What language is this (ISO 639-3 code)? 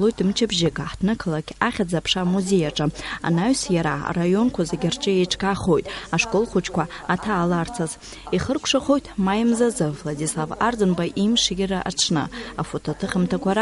abk